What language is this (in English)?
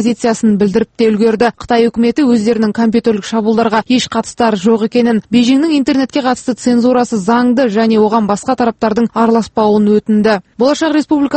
Kazakh